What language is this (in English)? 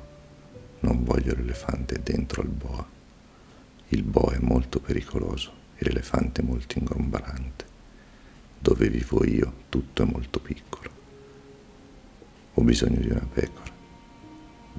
Italian